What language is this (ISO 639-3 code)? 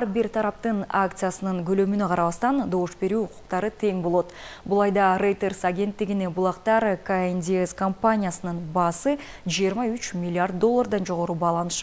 kir